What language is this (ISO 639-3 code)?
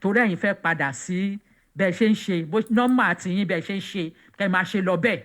yor